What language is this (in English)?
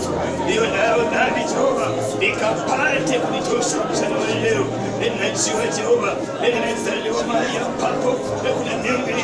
Swahili